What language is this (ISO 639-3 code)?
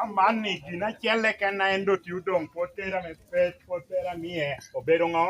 laj